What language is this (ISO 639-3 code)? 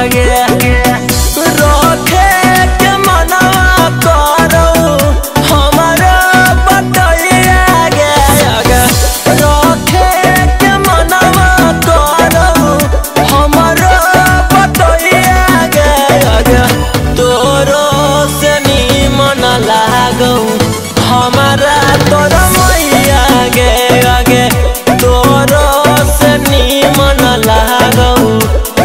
bho